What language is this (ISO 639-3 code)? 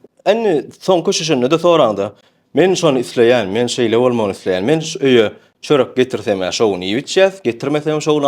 tuk